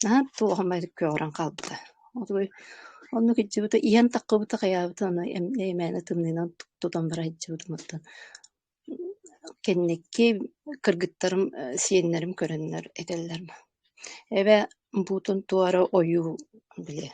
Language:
Yakut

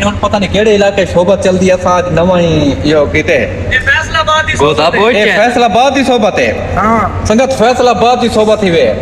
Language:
Saraiki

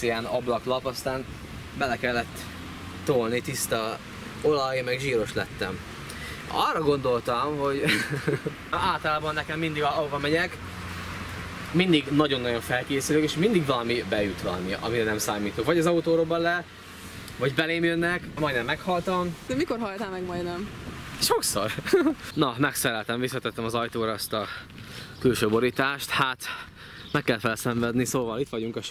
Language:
Hungarian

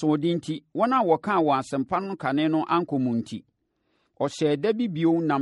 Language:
Akan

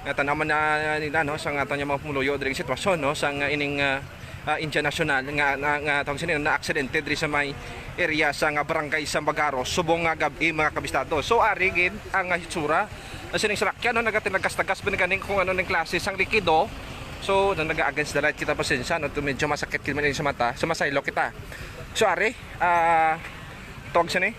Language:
Hiligaynon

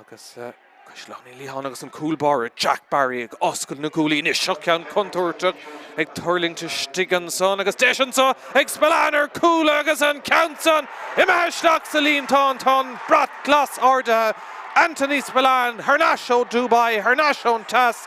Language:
Irish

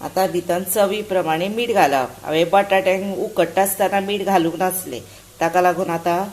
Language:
Konkani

